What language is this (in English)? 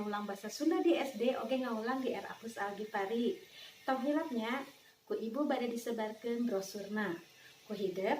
Sundanese